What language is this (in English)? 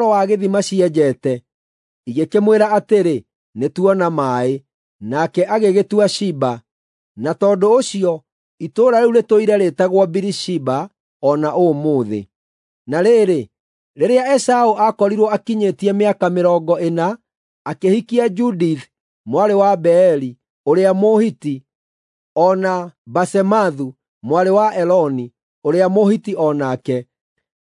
Kikuyu